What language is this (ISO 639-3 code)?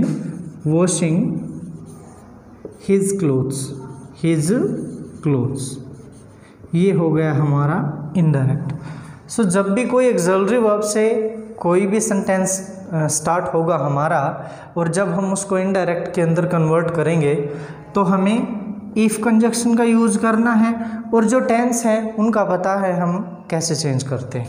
hin